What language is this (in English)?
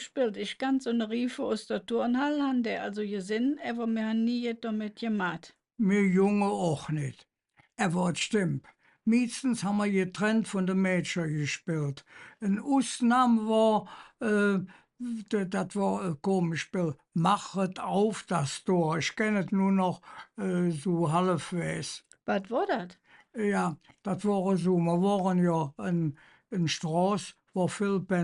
Colognian